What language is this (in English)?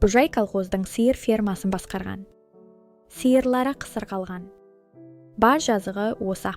Kazakh